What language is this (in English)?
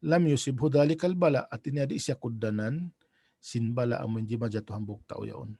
Tausug